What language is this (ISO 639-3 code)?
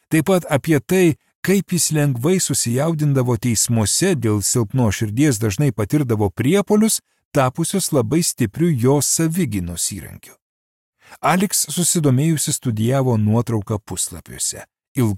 lit